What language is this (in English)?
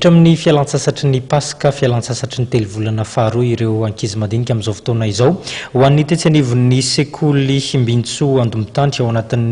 Malagasy